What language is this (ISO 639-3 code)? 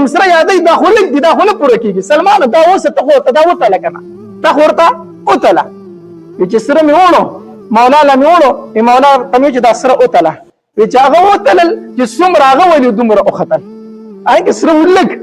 pus